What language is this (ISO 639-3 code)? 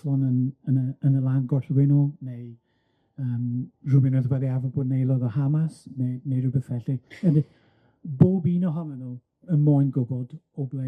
cym